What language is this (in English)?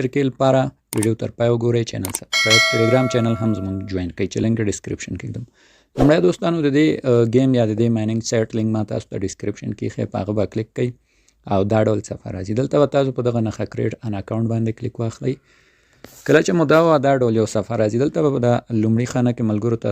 Pashto